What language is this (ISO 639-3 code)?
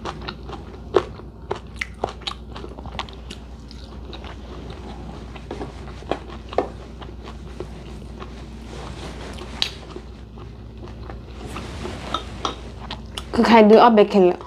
ksw